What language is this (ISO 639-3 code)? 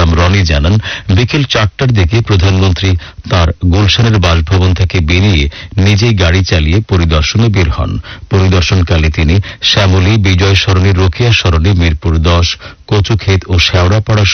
ben